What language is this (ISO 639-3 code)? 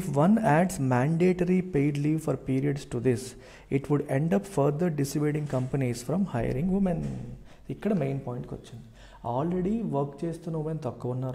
tel